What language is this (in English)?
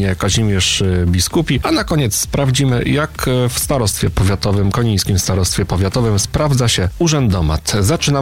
Polish